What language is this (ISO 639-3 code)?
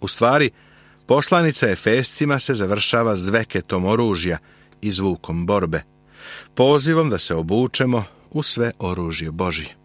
srp